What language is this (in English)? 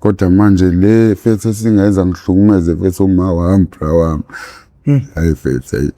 Zulu